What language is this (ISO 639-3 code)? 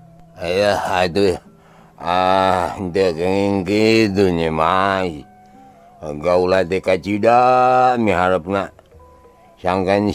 sun